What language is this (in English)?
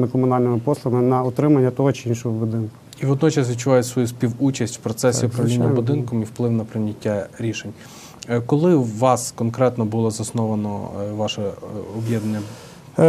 Ukrainian